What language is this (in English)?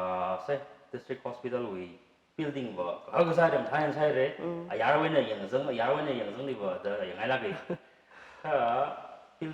Tangkhul Naga (India)